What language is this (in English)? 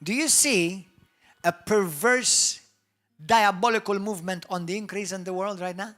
English